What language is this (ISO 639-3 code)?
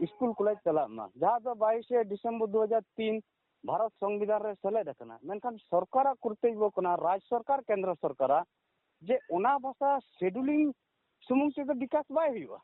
sat